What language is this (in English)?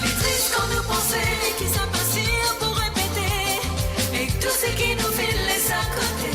Morisyen